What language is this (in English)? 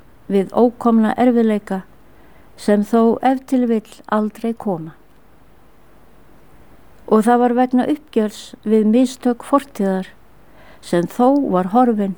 Icelandic